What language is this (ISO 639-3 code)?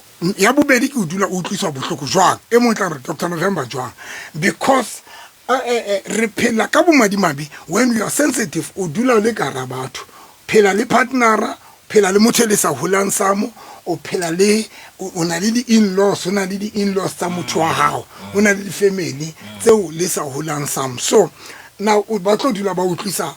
sot